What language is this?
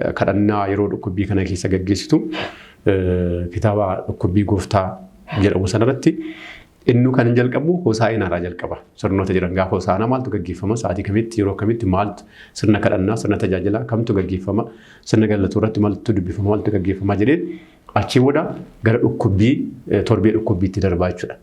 Oromo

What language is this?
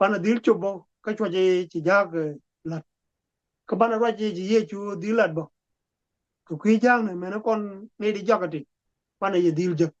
Nuer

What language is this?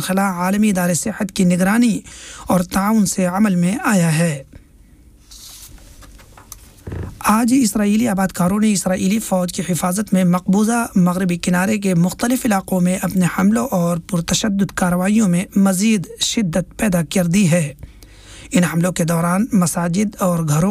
Urdu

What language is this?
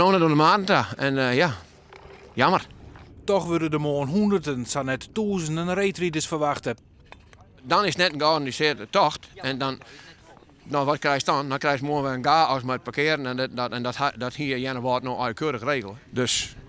Western Frisian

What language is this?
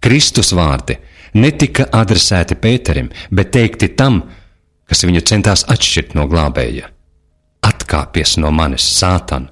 Latvian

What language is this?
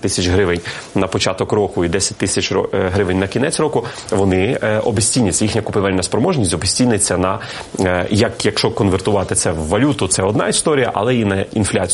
Ukrainian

